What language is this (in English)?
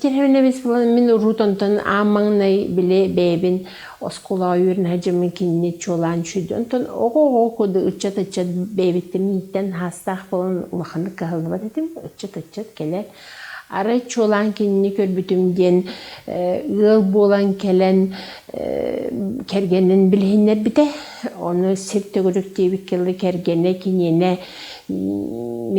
Yakut